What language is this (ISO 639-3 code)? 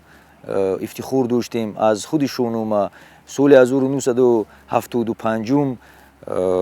tgk